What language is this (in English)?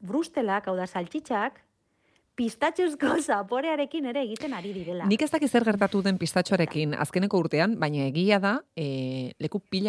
Basque